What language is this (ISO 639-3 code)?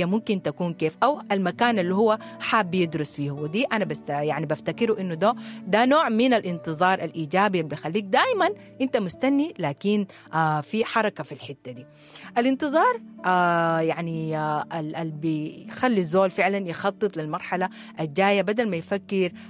apd